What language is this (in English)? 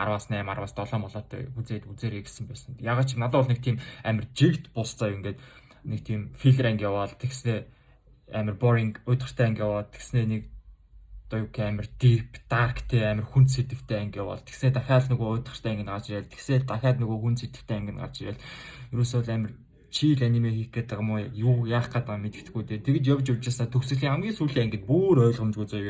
Mongolian